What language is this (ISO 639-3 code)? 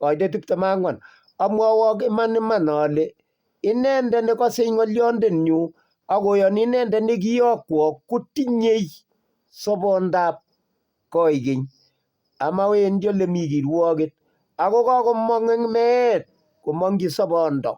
kln